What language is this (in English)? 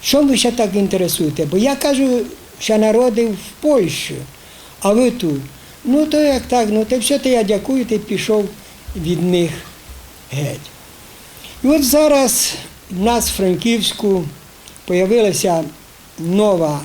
Rusyn